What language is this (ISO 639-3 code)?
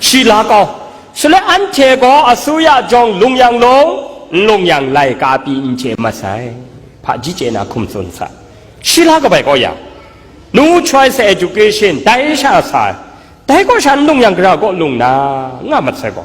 kac